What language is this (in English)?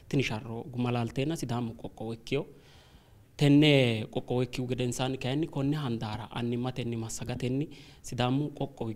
Sidamo